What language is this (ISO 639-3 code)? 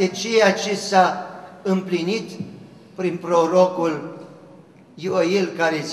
ron